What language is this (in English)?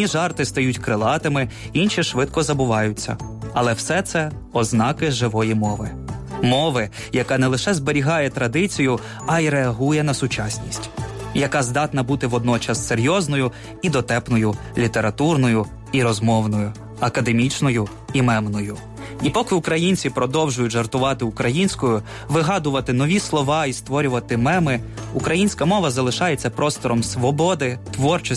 Ukrainian